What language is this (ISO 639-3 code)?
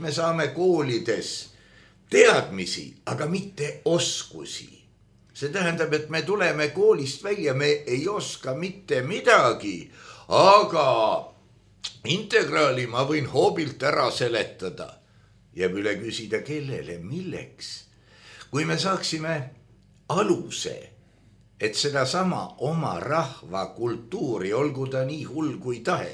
est